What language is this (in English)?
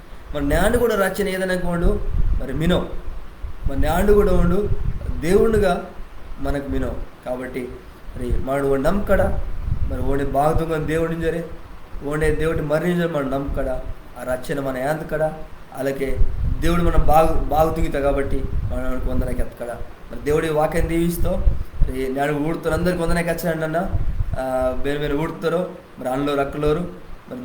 Koya